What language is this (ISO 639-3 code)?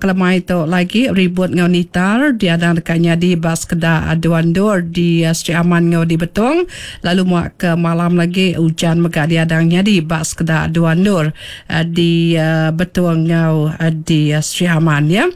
iba